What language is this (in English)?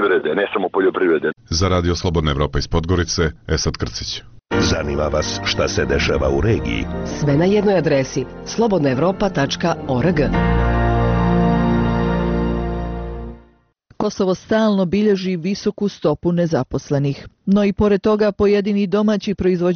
Bosnian